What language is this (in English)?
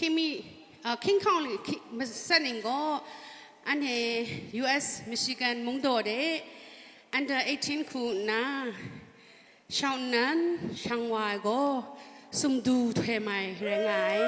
Kachin